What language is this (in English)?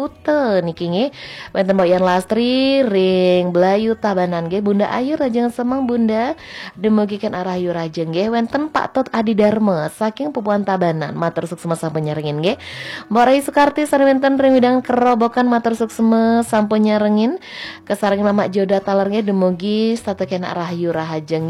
Balinese